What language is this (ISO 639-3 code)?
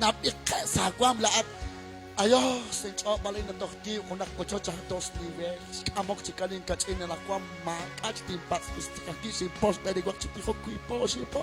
kek